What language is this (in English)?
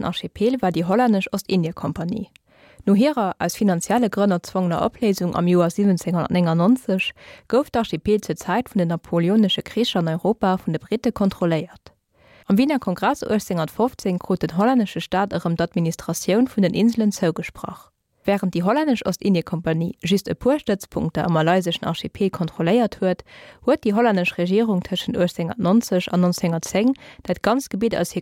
Luxembourgish